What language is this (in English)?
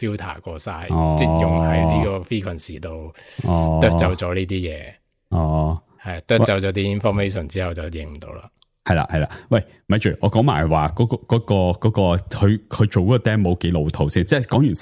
Cantonese